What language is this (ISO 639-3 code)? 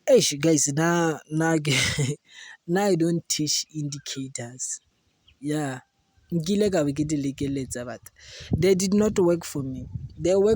tsn